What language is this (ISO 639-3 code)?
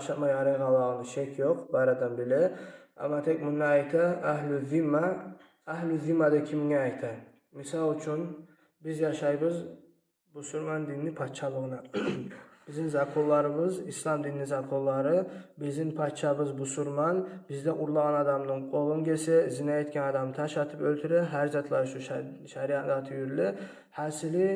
kum